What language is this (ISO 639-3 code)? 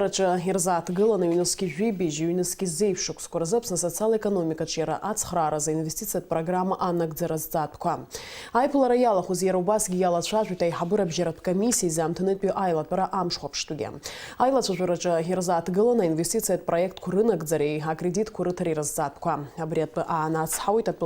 abk